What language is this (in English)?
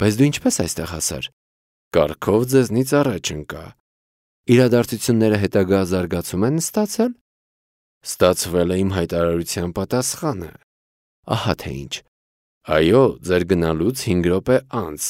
Armenian